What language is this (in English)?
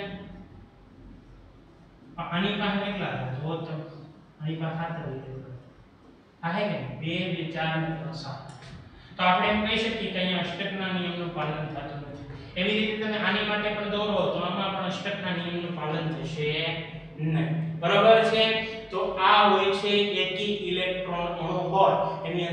Gujarati